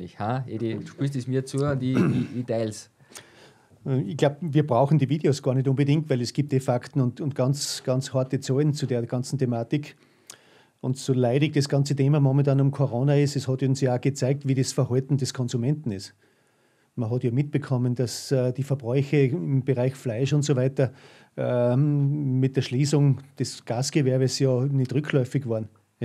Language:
German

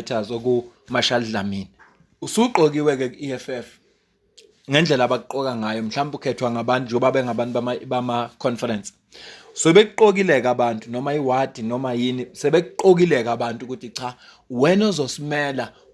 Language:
Zulu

